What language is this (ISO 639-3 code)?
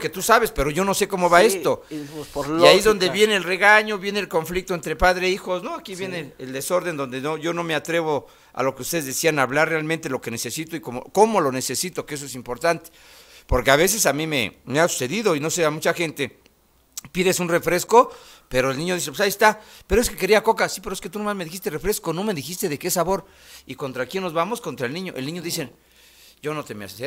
spa